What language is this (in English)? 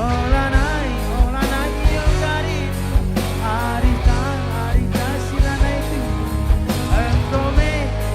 Batak Karo